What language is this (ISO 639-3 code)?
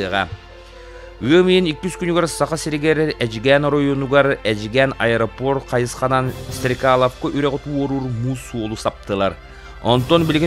sah